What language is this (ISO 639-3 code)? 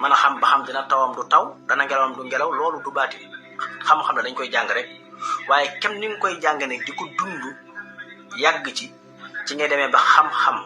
wol